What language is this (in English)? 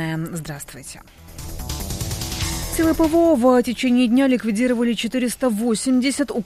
Russian